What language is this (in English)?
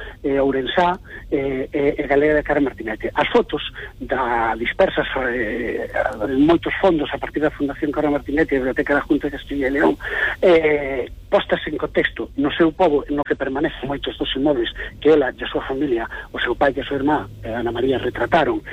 Galician